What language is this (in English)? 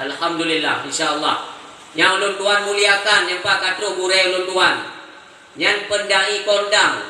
Achinese